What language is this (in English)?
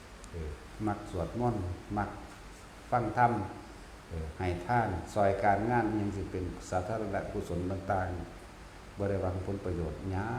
Northeastern Thai